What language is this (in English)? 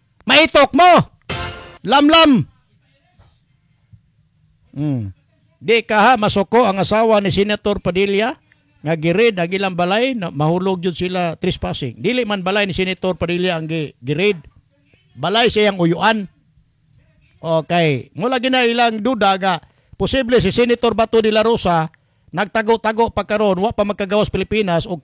Cebuano